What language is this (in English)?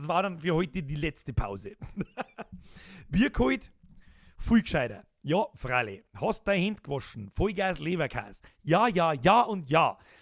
Bavarian